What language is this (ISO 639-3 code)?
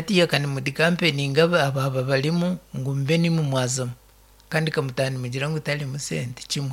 nyn